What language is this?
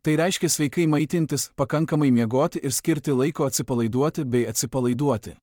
Lithuanian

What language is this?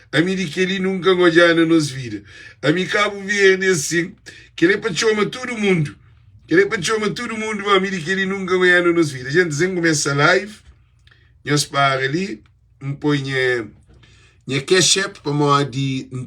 Kabuverdianu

